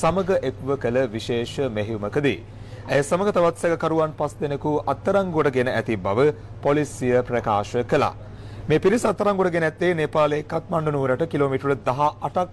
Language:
Sinhala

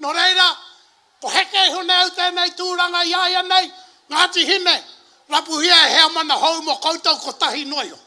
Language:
Māori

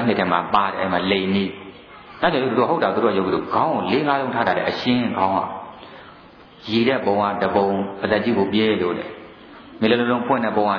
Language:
Burmese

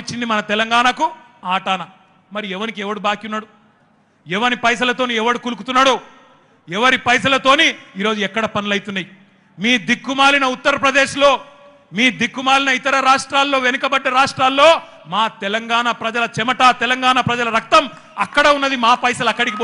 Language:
Telugu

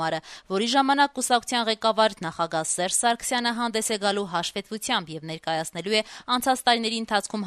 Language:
Armenian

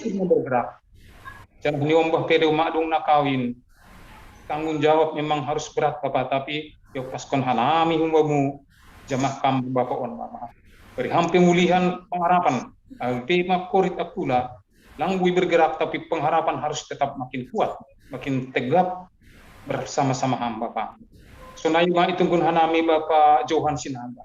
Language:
Batak Simalungun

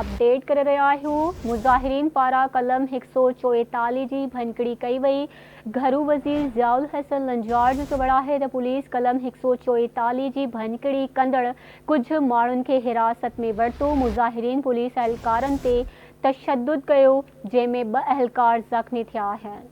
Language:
Sindhi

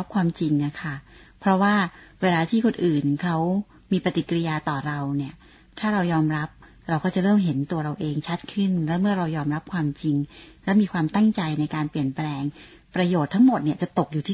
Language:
Thai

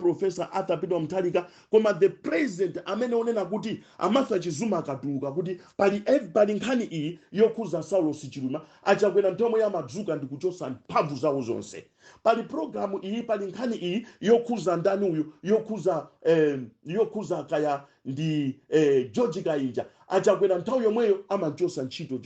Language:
Nyanja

